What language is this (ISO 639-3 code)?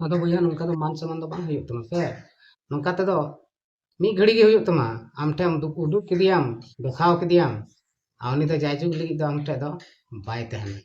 sat